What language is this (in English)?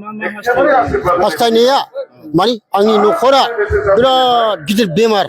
Bodo